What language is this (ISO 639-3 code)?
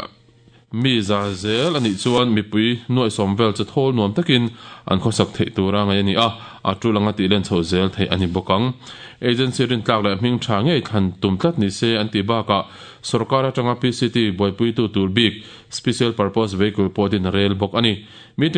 lus